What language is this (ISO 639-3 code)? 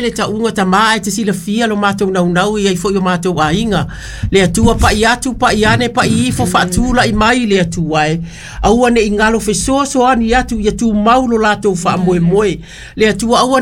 smo